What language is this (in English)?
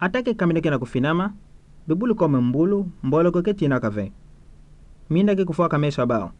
Kituba (Democratic Republic of Congo)